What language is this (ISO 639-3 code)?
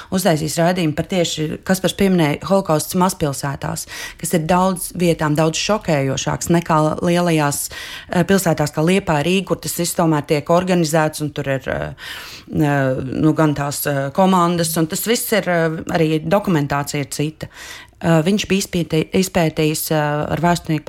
lav